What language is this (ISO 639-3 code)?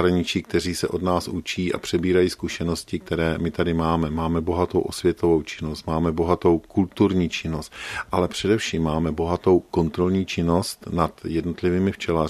ces